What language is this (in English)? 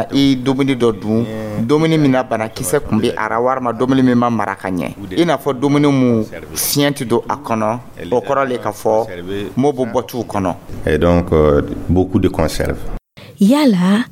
Dyula